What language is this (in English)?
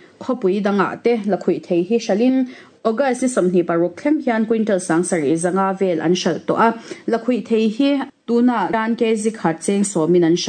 Mizo